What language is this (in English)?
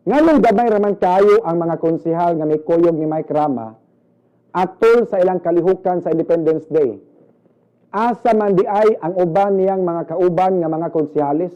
Cebuano